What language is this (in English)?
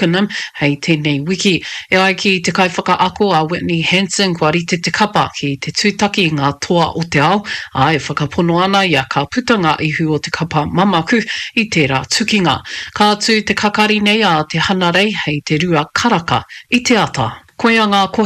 Māori